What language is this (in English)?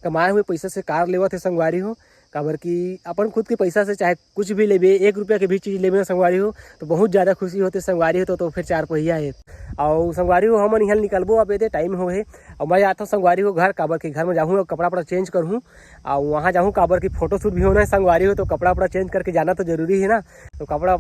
Chhattisgarhi